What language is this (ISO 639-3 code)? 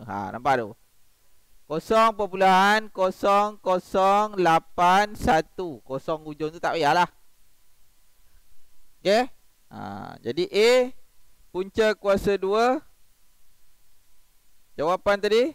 msa